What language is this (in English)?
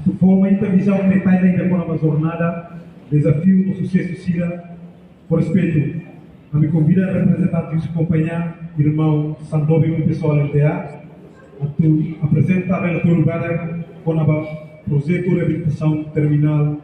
Tetum